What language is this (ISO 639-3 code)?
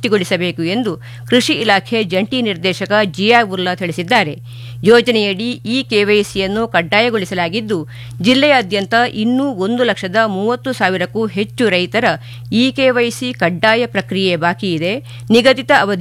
kan